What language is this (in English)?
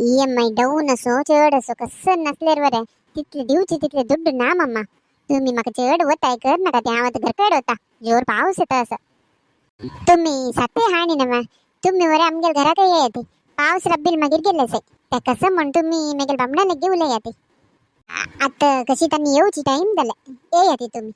Konkani